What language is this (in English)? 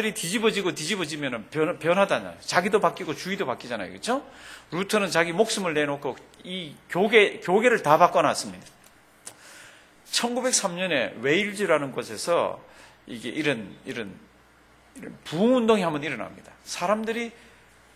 Korean